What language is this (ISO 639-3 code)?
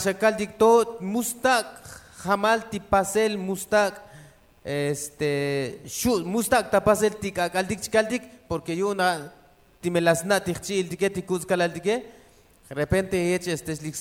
tzo